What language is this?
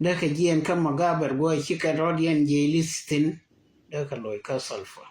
Nuer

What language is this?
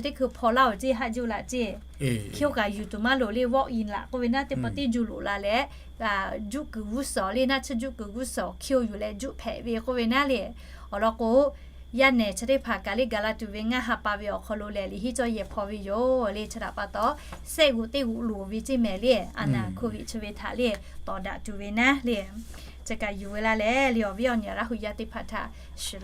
Lahu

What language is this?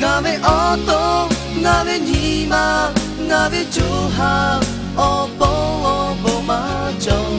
Lahu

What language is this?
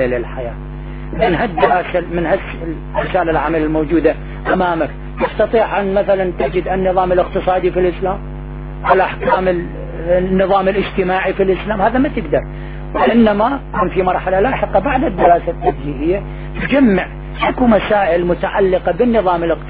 Arabic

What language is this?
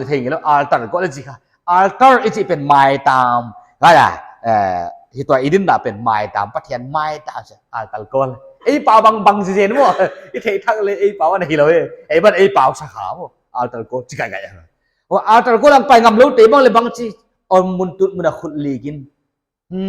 Paite Chin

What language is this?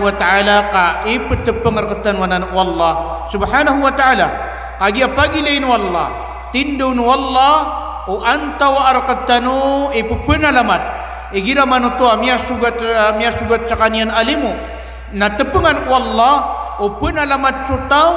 Maranao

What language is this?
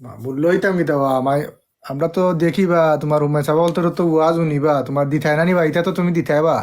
Sylheti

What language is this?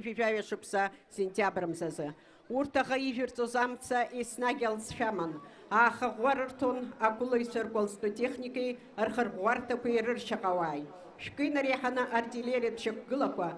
Abkhazian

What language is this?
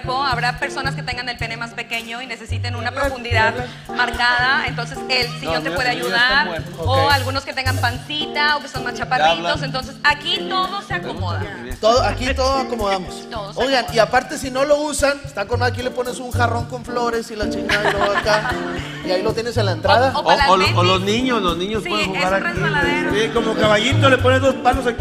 Spanish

